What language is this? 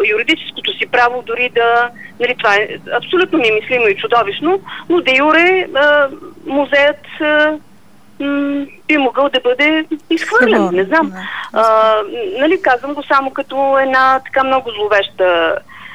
Bulgarian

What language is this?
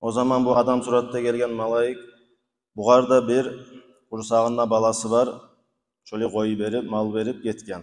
Kumyk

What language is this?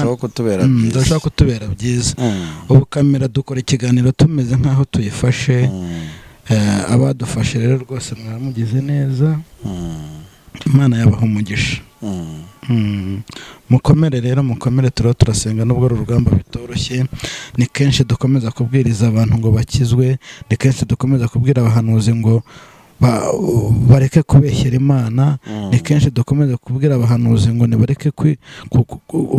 Kinyarwanda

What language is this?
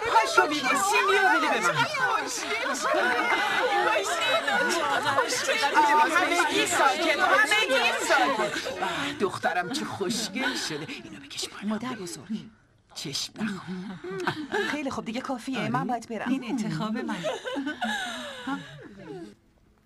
Persian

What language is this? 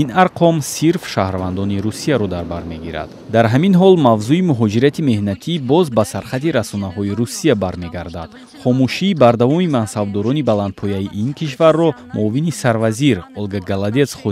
Tajik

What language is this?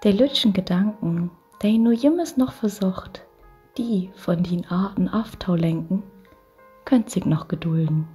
Low German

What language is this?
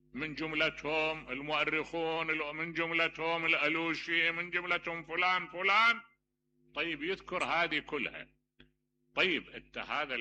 Mesopotamian Arabic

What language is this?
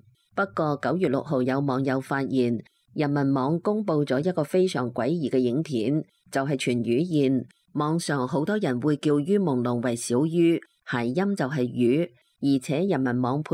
Cantonese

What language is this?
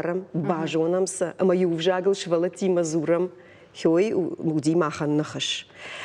Ossetic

